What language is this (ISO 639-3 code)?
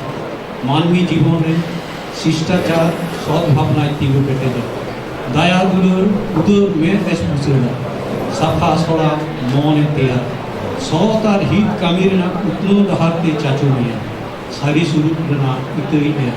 sat